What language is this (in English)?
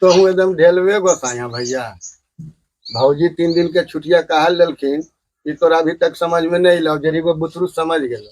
Magahi